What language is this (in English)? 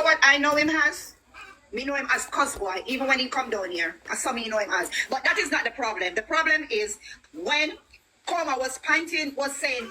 Jamaican Creole English